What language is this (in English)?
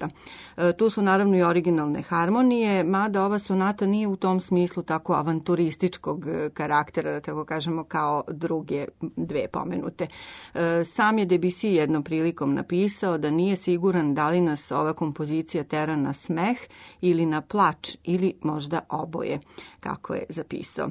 Serbian